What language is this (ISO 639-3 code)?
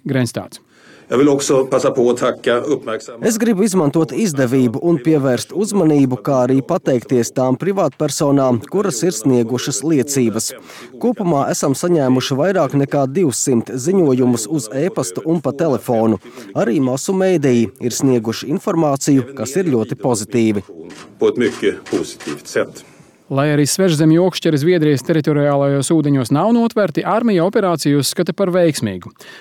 lav